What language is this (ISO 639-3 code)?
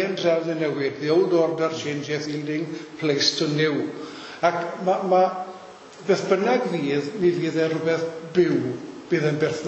cym